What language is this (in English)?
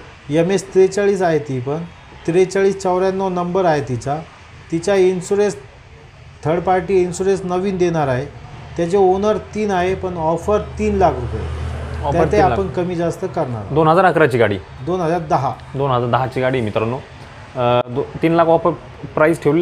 Marathi